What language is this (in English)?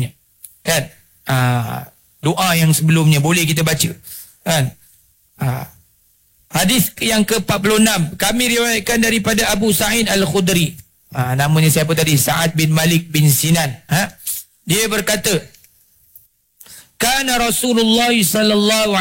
Malay